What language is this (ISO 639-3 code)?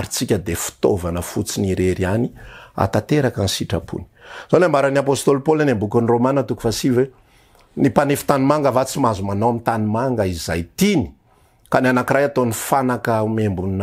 mlg